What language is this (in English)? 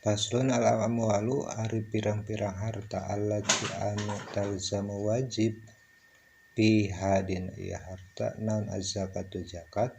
Sundanese